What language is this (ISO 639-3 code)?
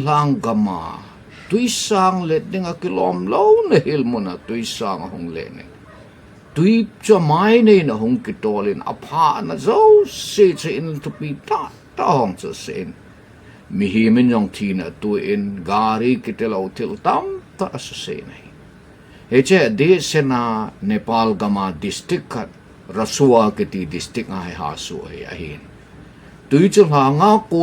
tcz